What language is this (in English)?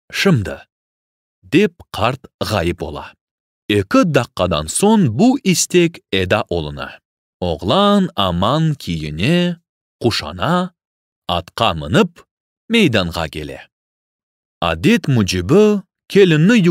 Crimean Tatar